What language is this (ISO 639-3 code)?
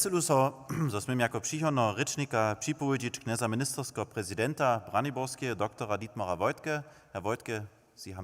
hsb